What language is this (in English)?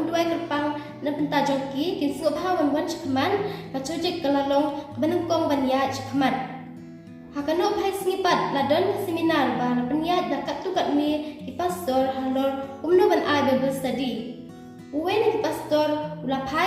Khasi